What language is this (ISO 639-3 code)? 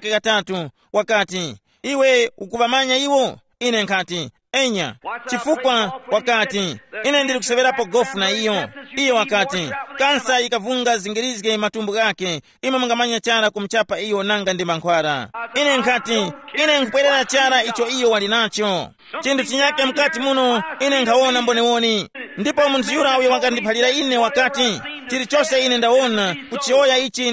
tum